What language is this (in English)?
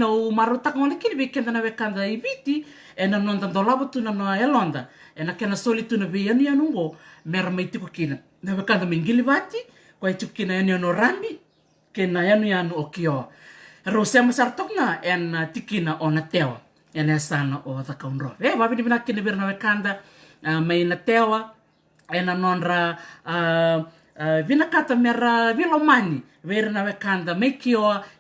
Fijian